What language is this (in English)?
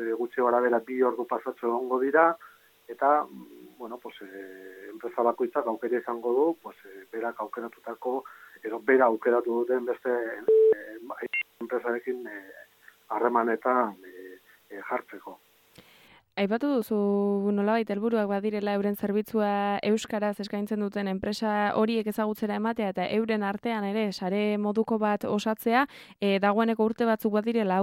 Basque